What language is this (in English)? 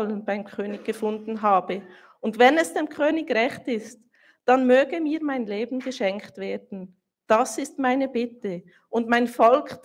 Swiss German